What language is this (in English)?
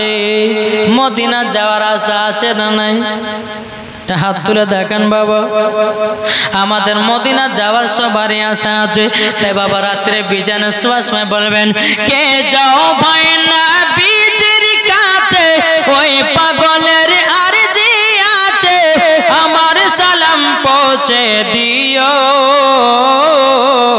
Bangla